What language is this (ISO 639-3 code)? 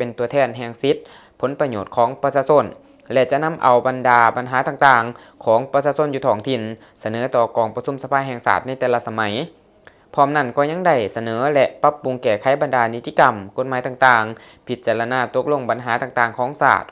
lao